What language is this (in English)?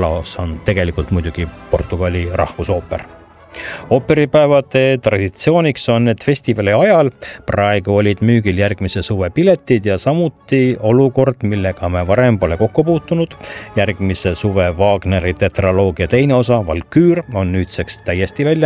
Estonian